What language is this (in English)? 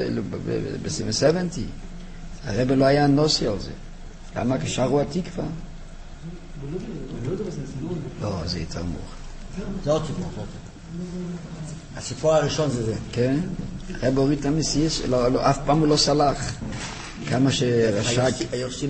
Hebrew